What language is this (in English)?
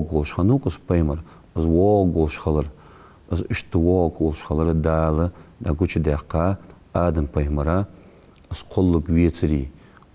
Ingush